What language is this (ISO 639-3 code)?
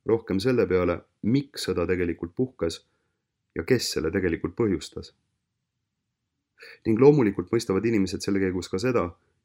est